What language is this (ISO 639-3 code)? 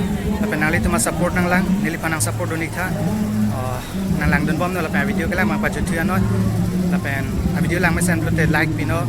mjw